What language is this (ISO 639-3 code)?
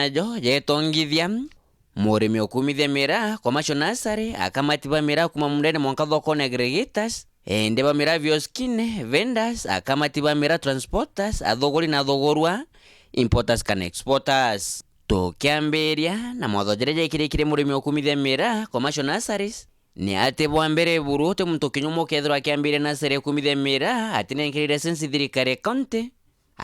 mer